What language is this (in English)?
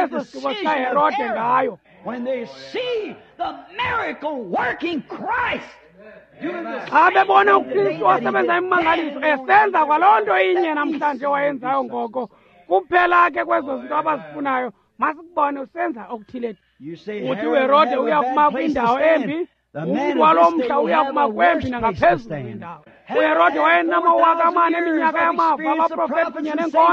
Xhosa